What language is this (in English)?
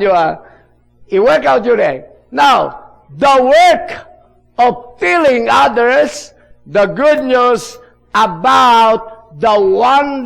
Iloko